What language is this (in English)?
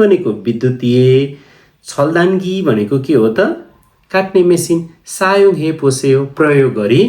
Nepali